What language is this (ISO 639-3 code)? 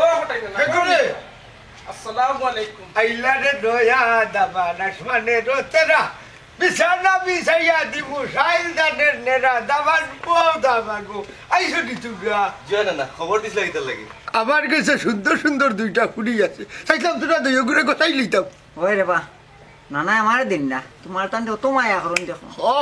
syl